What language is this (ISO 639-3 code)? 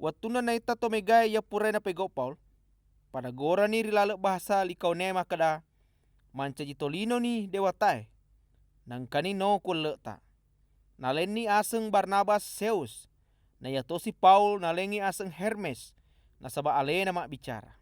bug